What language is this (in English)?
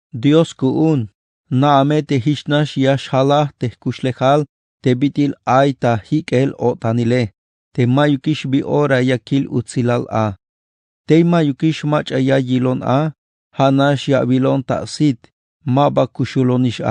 Tzeltal